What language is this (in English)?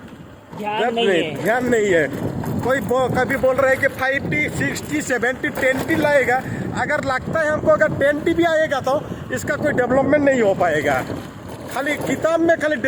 Santali